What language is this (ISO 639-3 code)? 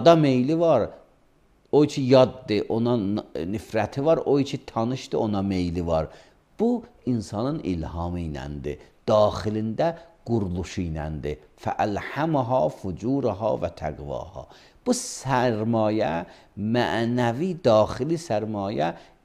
aze